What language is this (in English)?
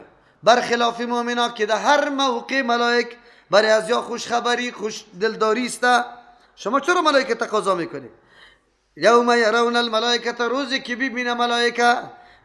Persian